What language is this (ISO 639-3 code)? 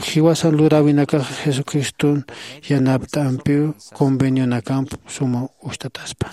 aym